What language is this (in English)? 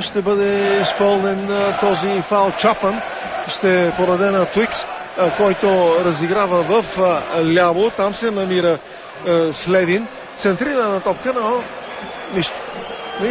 Bulgarian